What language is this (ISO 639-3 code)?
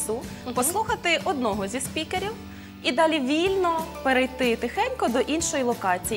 ukr